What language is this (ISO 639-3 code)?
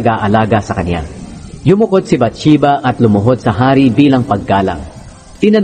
fil